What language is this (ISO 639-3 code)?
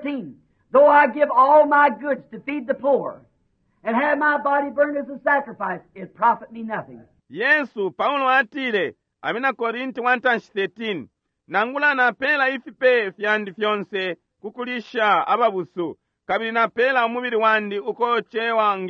bem